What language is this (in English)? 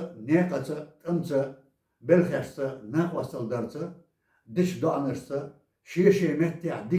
Chechen